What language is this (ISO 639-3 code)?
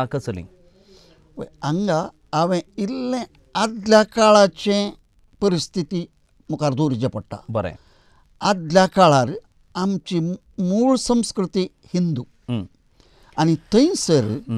kok